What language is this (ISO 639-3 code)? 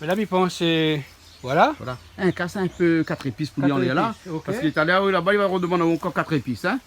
rcf